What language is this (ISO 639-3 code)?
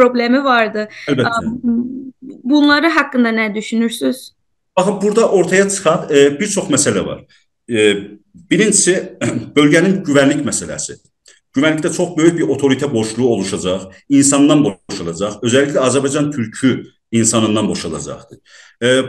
azb